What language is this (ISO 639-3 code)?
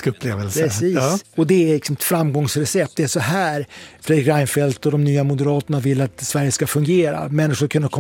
swe